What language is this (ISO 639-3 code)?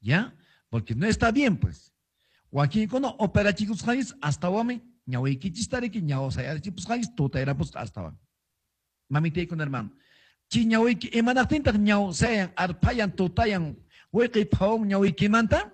que